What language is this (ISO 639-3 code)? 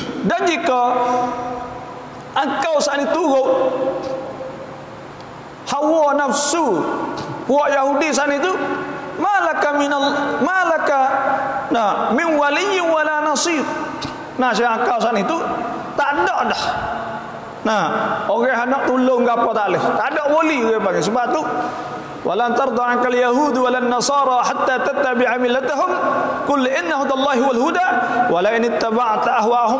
msa